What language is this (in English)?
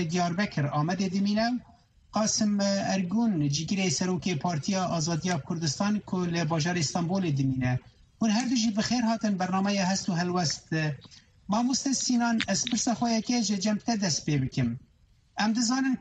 Kurdish